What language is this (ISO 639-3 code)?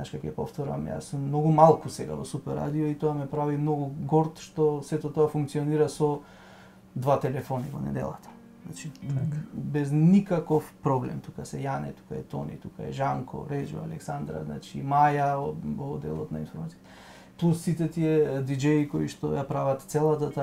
mkd